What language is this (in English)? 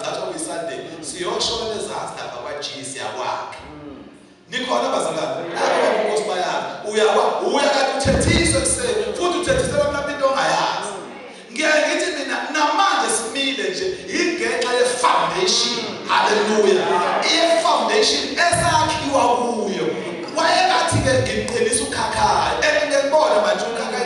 Zulu